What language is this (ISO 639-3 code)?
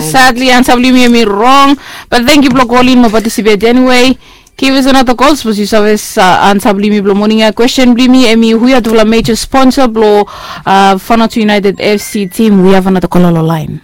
bis